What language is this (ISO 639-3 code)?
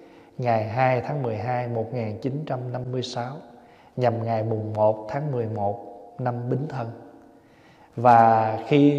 vie